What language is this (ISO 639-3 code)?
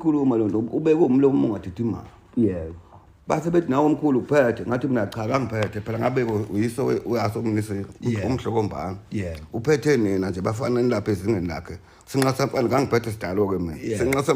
zul